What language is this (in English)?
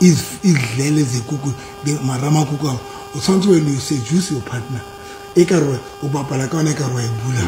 Southern Sotho